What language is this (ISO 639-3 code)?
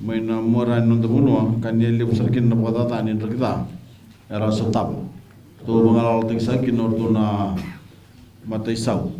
fij